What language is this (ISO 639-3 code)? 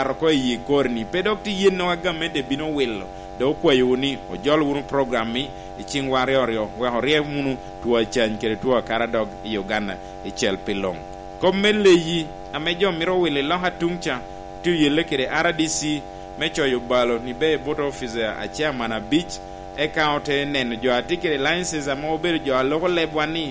laj